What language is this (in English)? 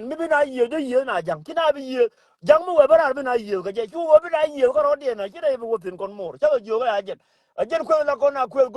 Nuer